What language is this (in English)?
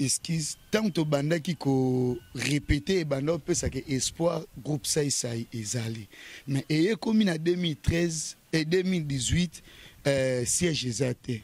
Lingala